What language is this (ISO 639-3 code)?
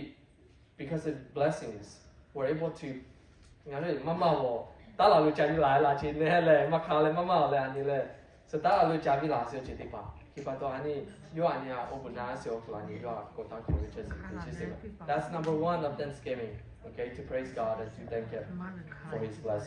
lhu